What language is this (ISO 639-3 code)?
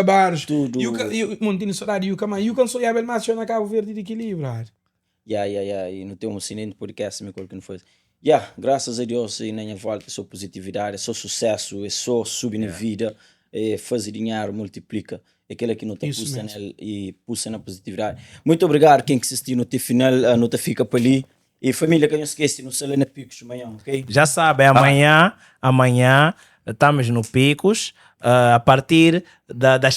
kea